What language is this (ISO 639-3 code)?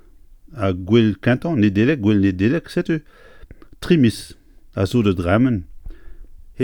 bre